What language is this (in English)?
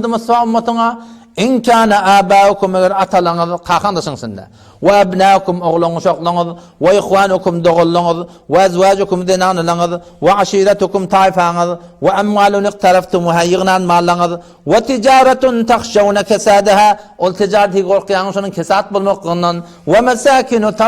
Turkmen